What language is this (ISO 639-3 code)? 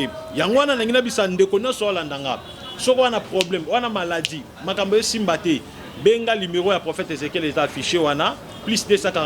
lin